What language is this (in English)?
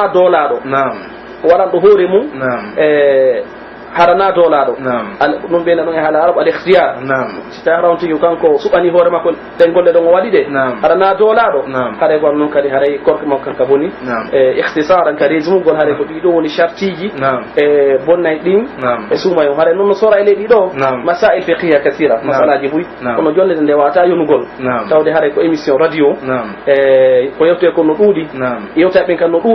Pular